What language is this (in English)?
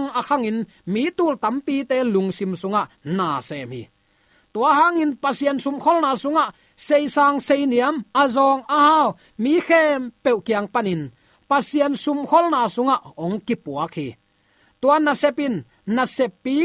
Tedim Chin